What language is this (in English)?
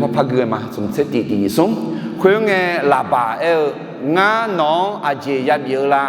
Akha